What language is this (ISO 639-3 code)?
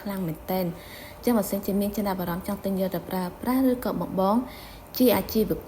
khm